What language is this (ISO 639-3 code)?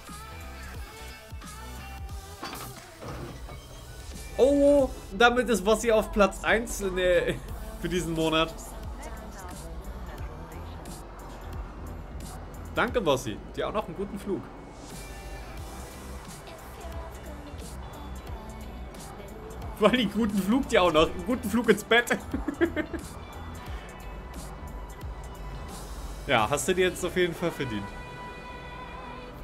deu